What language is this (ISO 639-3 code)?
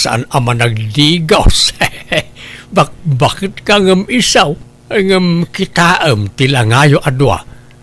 ilo